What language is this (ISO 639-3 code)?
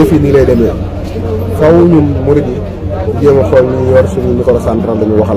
wol